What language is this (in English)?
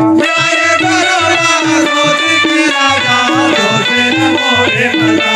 Chhattisgarhi